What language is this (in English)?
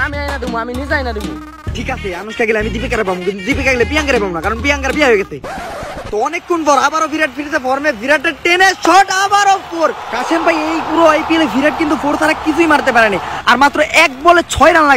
Bangla